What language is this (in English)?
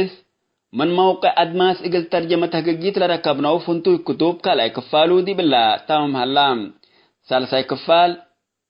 Tigre